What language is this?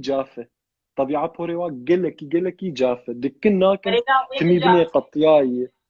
Kurdish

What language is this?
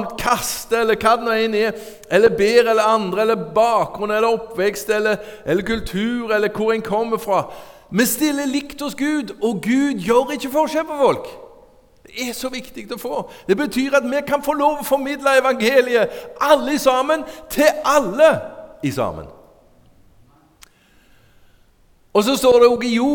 Norwegian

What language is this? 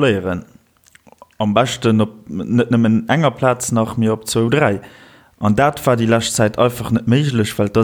Luxembourgish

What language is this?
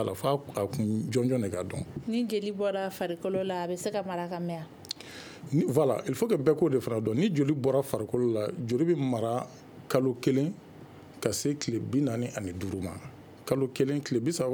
Bambara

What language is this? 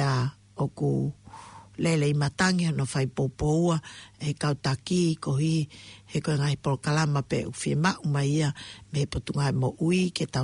Tongan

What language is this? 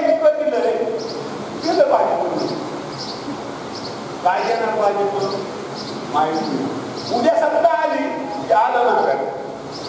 Marathi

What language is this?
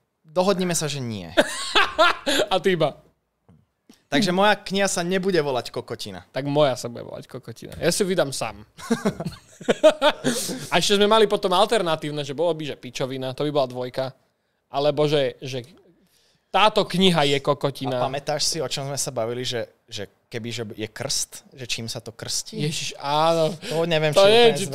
Slovak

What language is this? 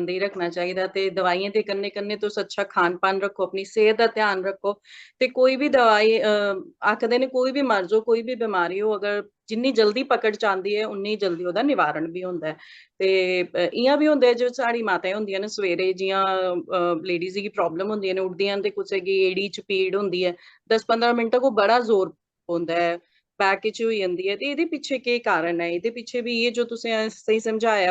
Dogri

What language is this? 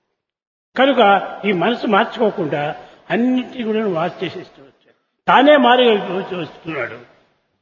Telugu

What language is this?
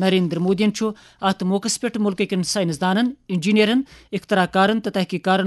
Kashmiri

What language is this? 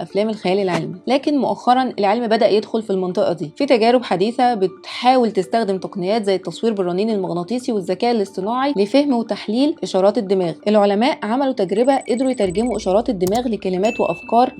Egyptian Arabic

